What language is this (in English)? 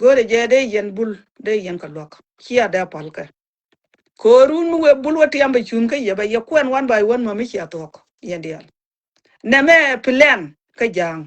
Nuer